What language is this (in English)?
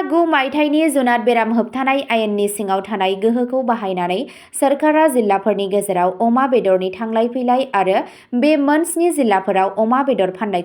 Bodo